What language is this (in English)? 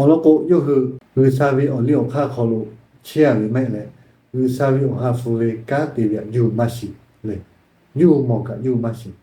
Lahu